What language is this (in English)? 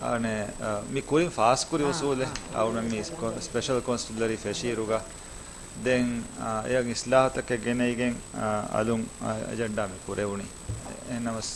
Divehi